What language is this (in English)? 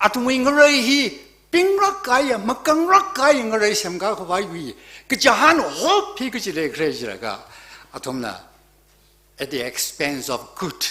Tangkhul Naga (India)